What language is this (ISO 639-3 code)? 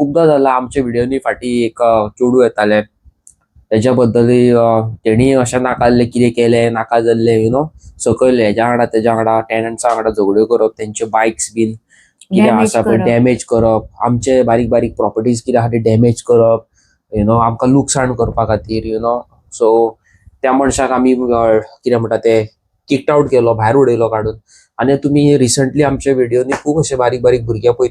kok